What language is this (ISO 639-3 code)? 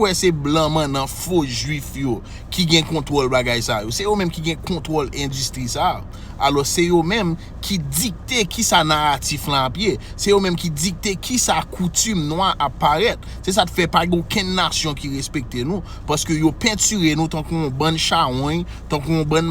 hat